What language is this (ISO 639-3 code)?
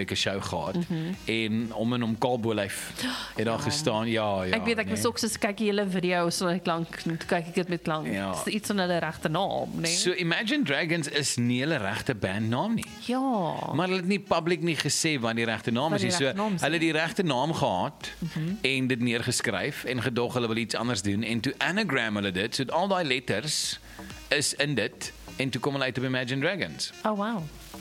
afr